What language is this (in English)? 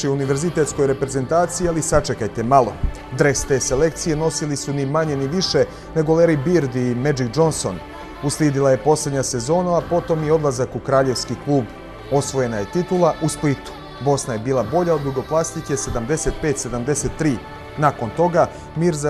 Bosnian